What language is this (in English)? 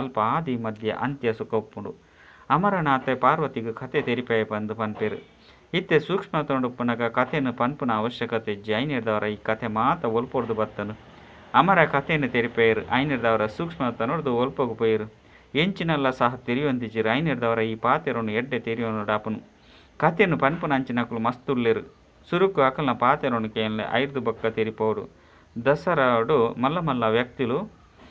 Tulu